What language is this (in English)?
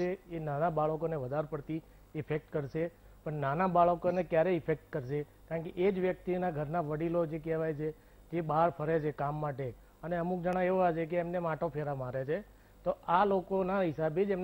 Gujarati